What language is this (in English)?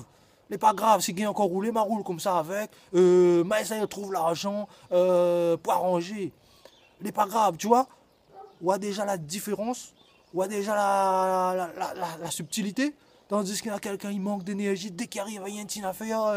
Réunion Creole French